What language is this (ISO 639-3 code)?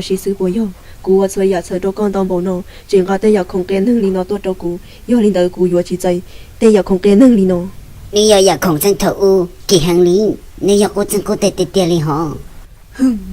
hmn